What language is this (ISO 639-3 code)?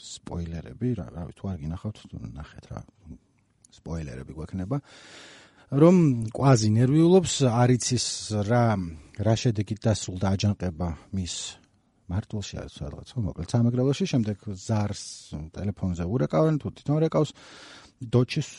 kat